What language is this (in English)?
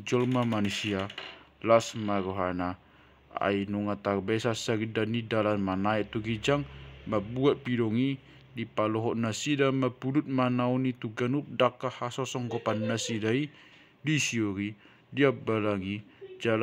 Batak Toba